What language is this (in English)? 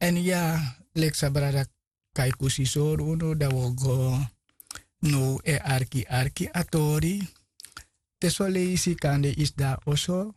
Sranan Tongo